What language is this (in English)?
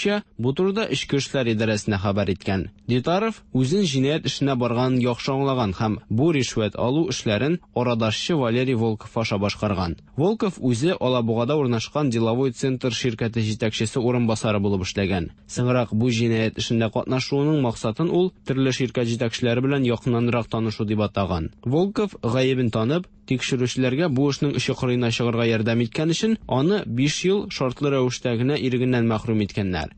Tatar